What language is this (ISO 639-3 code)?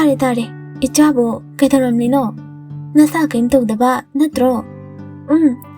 mni